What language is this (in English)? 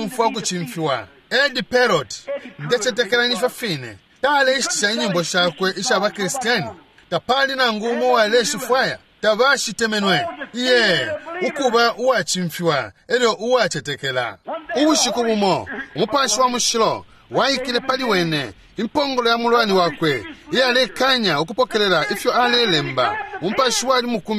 Bemba